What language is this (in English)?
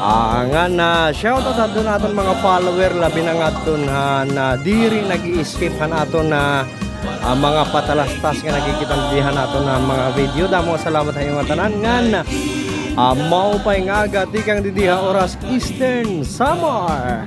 Waray